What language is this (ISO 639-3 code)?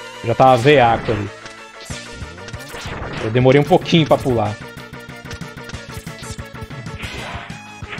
por